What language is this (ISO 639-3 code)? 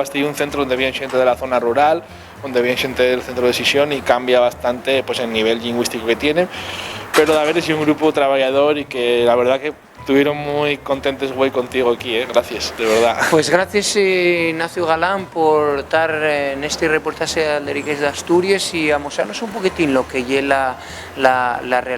ast